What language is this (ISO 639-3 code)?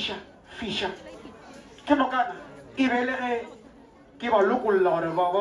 nso